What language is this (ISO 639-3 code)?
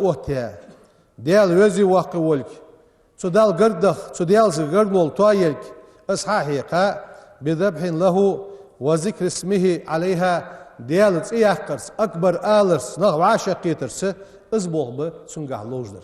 inh